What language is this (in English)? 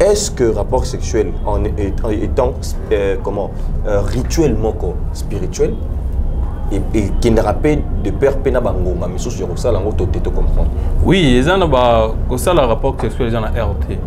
Lingala